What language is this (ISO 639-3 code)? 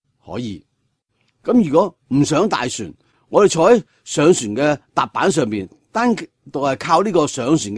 yue